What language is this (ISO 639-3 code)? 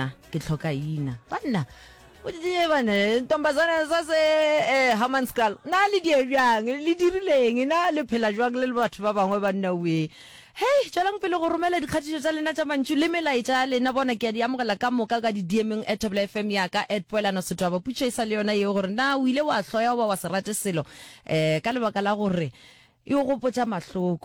nso